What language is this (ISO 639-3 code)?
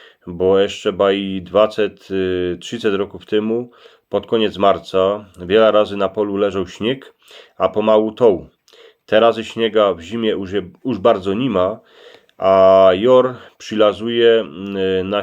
szl